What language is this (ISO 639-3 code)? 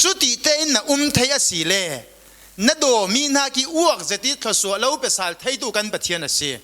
cfm